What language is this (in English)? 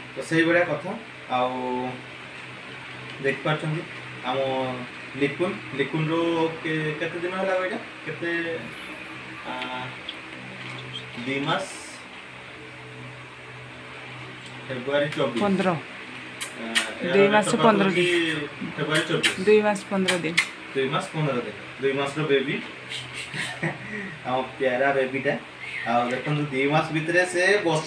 Odia